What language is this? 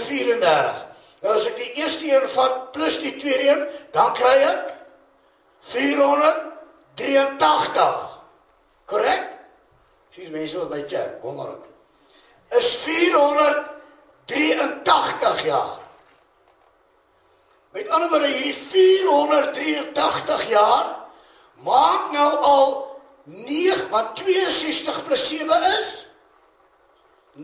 Afrikaans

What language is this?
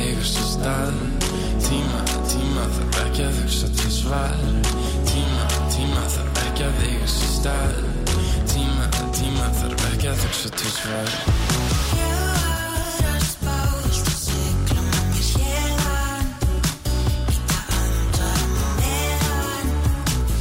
Icelandic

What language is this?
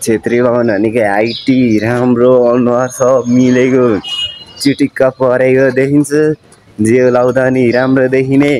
Nepali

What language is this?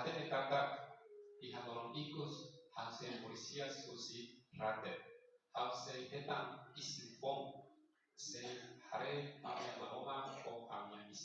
Tetum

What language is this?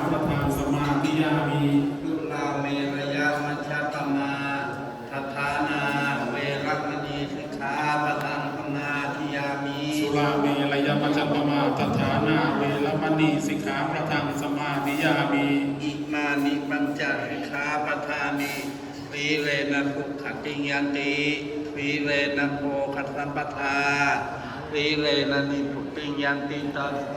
Pali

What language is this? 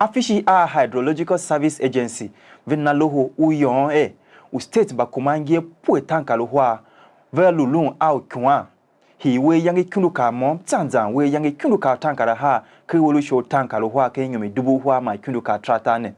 Tiv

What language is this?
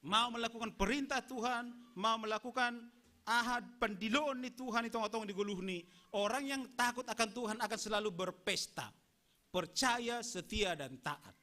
Batak Simalungun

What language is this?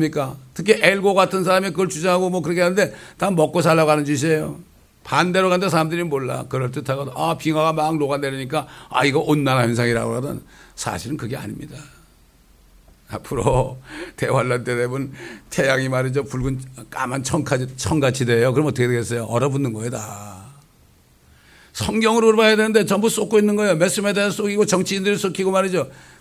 Korean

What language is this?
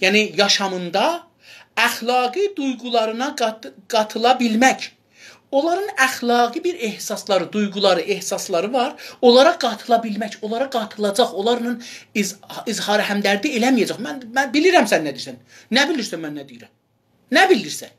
South Azerbaijani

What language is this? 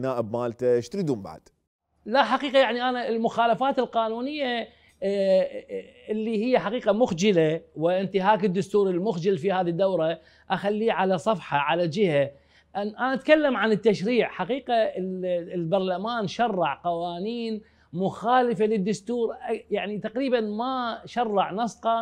Mesopotamian Arabic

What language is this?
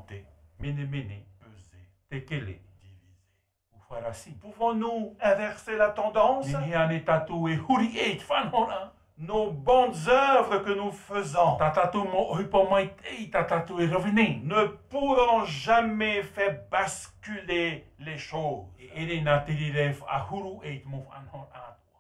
Tahitian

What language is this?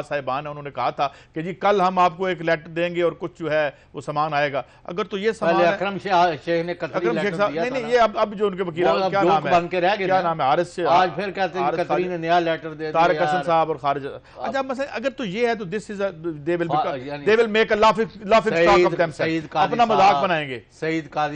Urdu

